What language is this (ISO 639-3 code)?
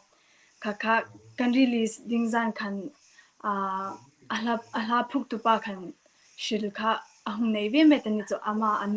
hmr